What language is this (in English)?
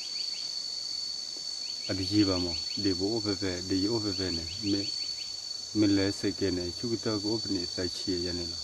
S'gaw Karen